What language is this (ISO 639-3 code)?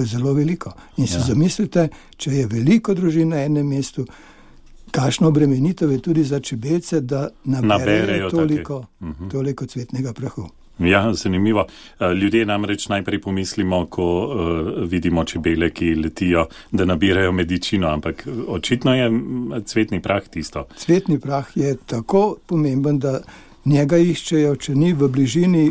slv